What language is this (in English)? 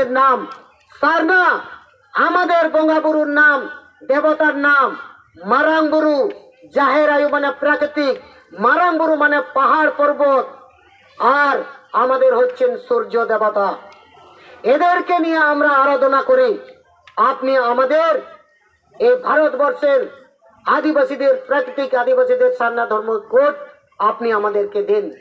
Santali